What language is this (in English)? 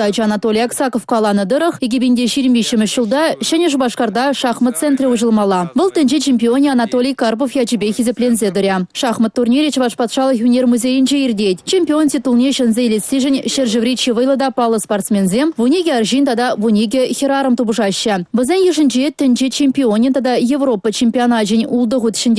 Chuvash